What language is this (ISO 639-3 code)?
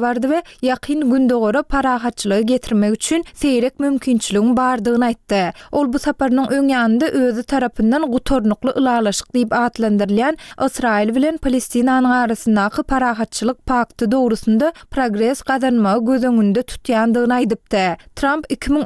tuk